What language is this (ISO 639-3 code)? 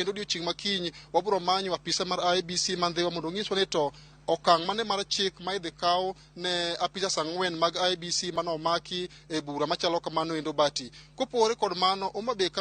luo